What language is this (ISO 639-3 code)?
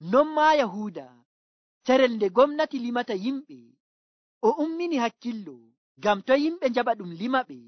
fuv